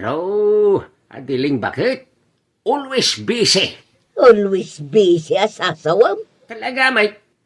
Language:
Iloko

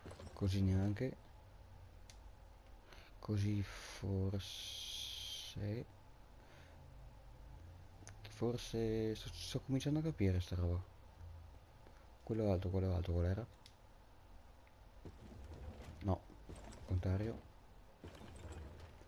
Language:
Italian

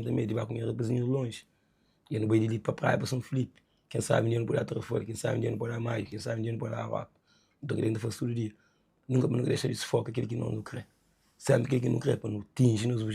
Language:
Kabuverdianu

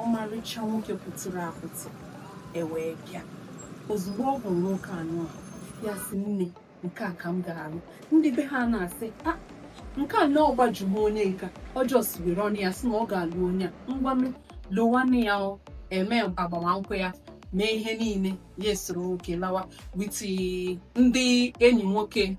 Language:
Igbo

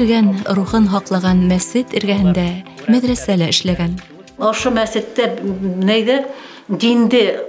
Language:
Bashkir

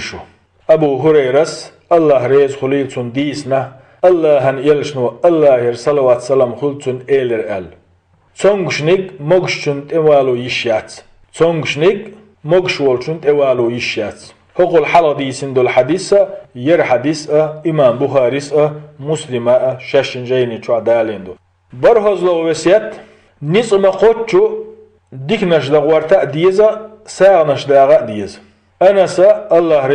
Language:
Chechen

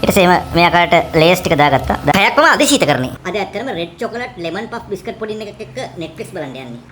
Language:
Sinhala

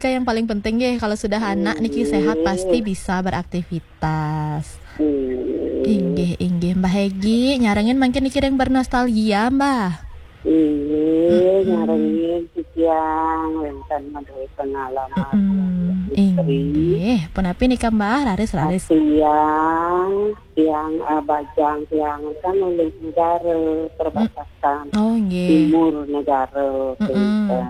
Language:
Balinese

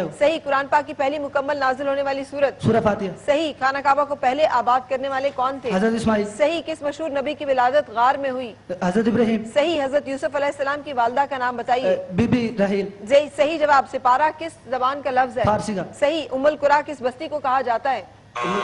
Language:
Urdu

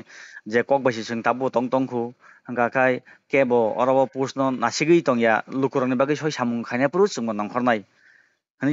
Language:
Kok Borok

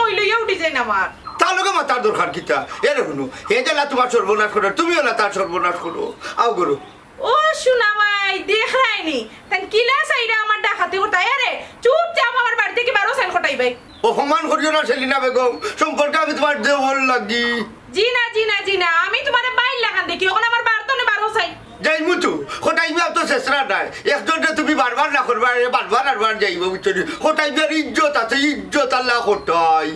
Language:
Sylheti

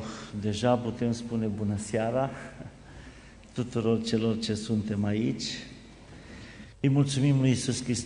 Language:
Romanian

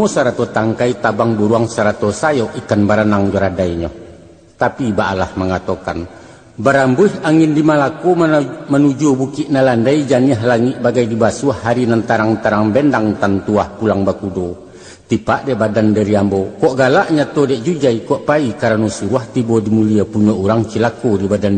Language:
Minangkabau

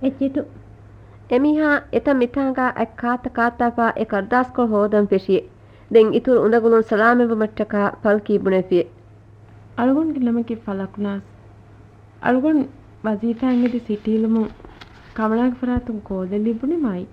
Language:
Divehi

